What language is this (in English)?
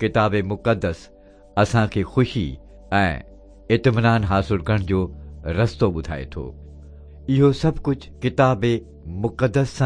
Sindhi